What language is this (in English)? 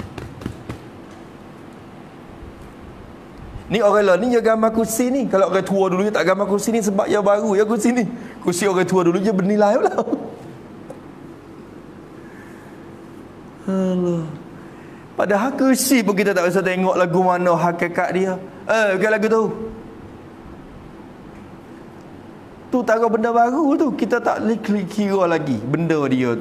Malay